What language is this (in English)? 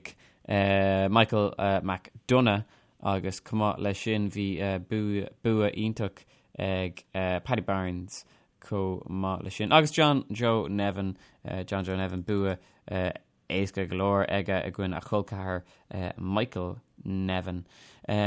Irish